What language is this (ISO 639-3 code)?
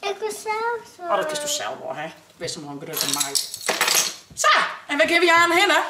fry